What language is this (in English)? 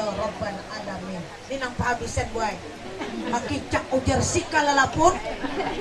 Banjar